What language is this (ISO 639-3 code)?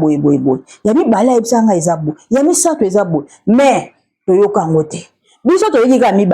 lin